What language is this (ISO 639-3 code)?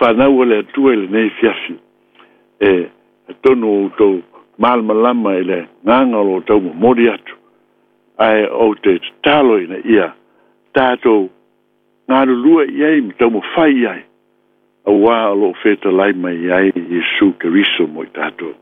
smo